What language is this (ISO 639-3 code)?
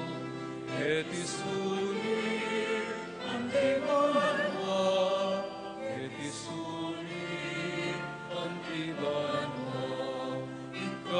pam